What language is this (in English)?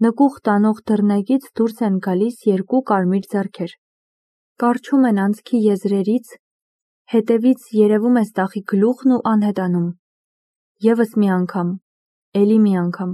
Armenian